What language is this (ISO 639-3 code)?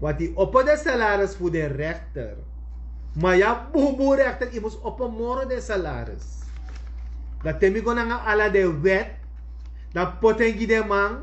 srn